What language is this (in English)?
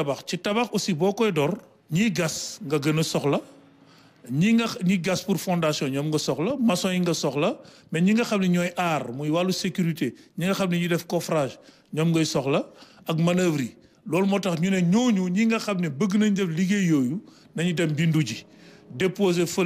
Wolof